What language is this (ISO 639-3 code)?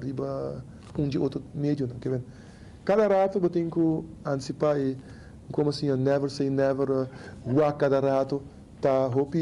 pap